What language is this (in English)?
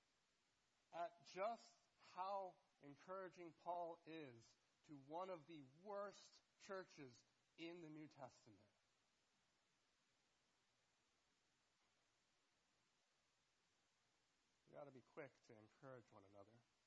English